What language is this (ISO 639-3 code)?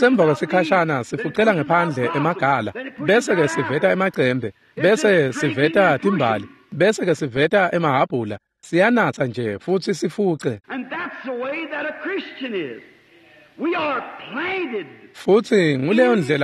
ssw